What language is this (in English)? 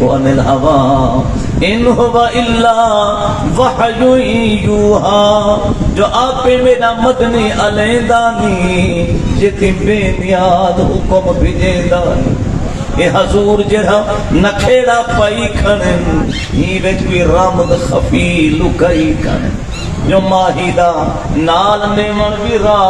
Saraiki